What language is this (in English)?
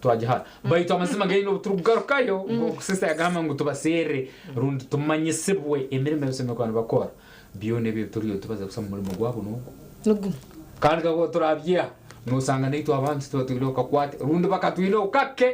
Nyankole